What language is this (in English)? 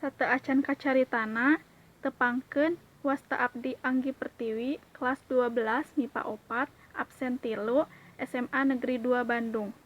Sundanese